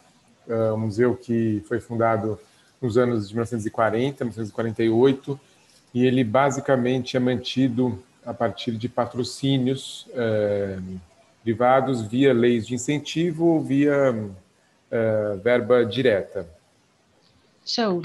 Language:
Portuguese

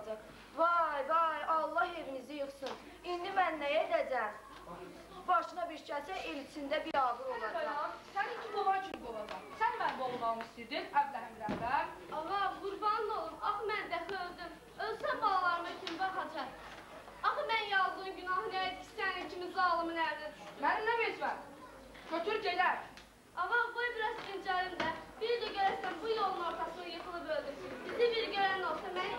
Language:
Azerbaijani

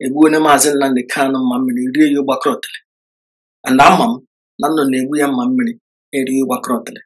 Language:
Igbo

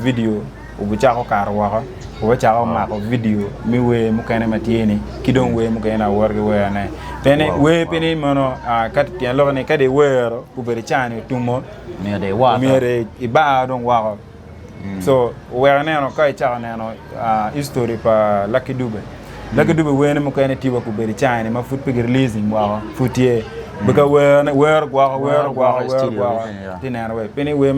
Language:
Acoli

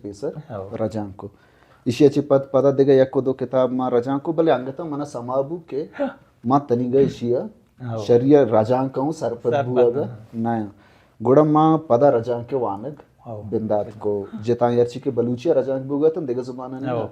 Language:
Baluchi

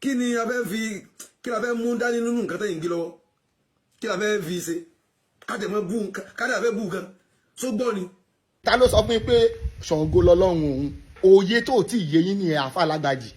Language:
Yoruba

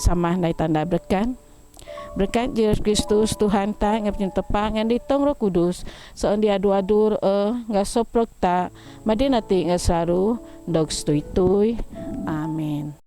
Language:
Biatah Bidayuh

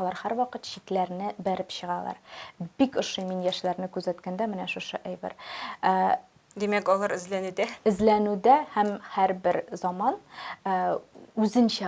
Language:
Tatar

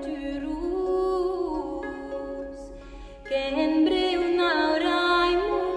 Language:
Old Provençal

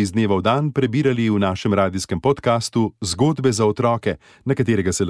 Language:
Slovenian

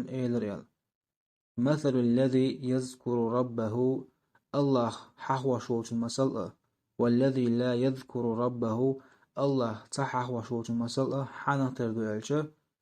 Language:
Chechen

